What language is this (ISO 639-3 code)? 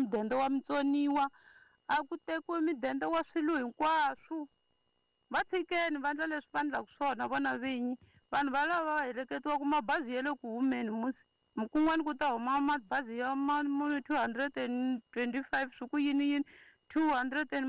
tso